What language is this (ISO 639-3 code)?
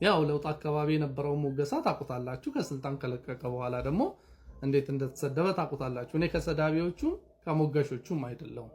amh